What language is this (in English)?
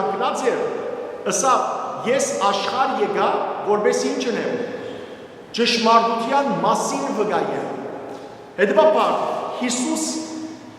Western Armenian